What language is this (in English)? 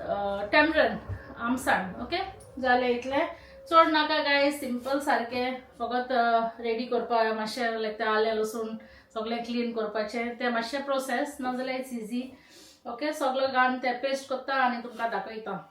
Konkani